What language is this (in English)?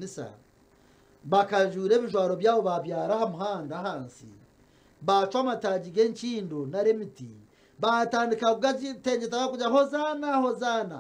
Nyankole